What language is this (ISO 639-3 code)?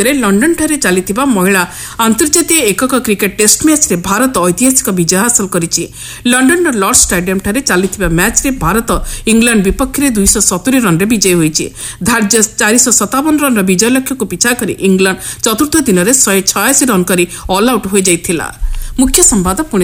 ori